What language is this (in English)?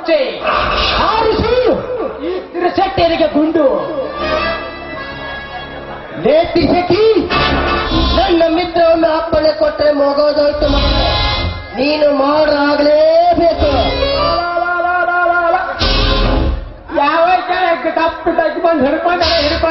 Kannada